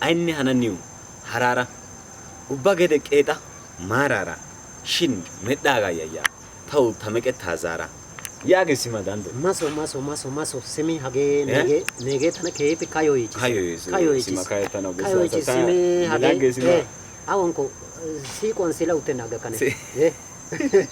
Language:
Wolaytta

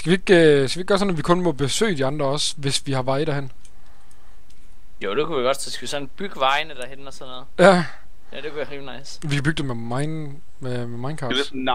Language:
Danish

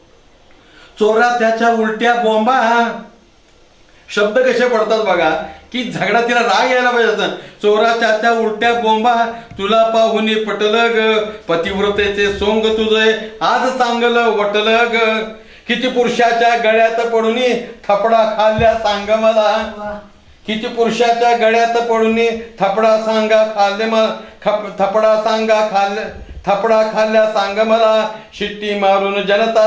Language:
Marathi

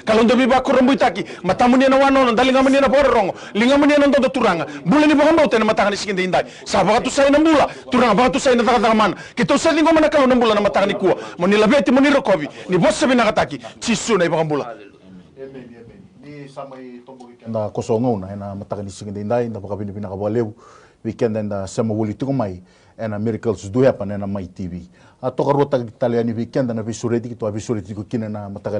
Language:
Fijian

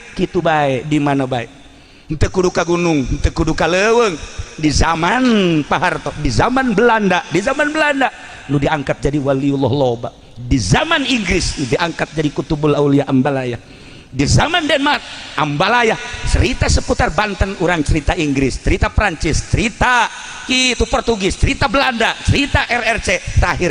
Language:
Sundanese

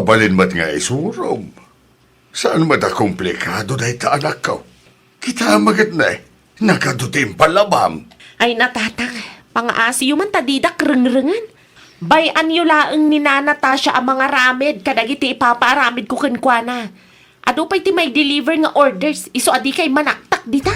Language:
Iloko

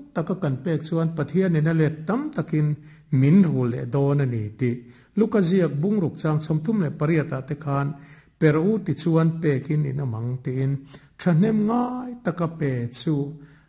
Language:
Mizo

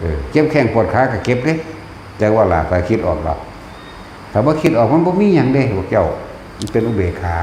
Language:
Northeastern Thai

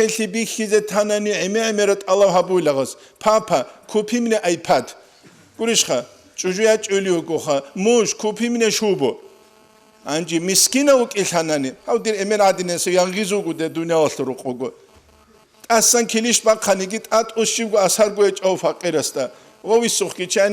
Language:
Avaric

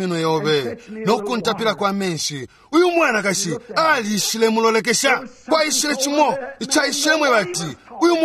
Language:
Bemba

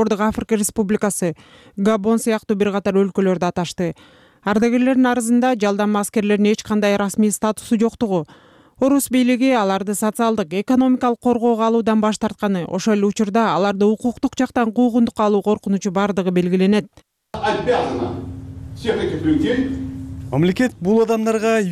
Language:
Kyrgyz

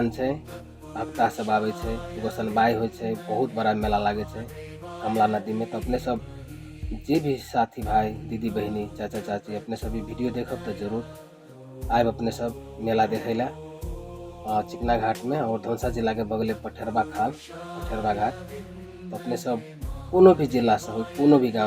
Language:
Maithili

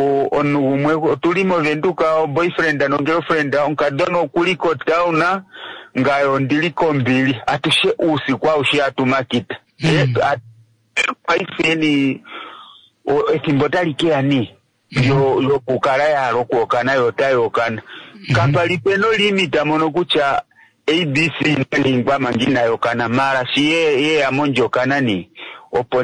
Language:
Kuanyama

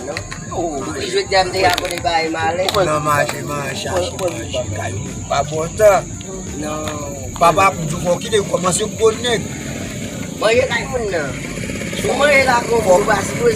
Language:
Haitian Creole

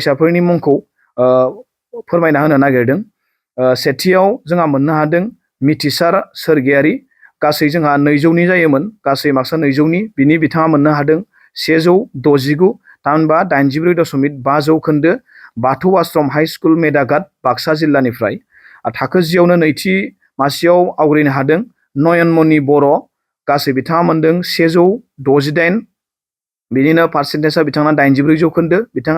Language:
Bodo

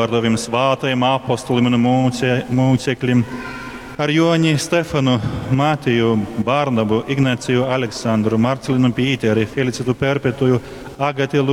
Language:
Latgalian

